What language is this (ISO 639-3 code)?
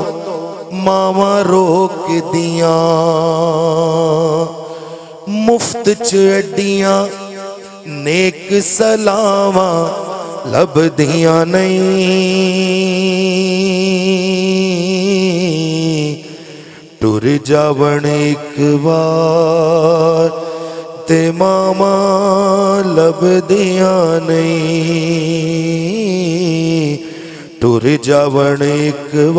urd